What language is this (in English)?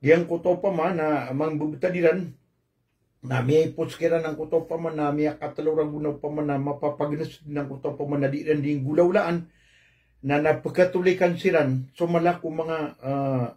Maranao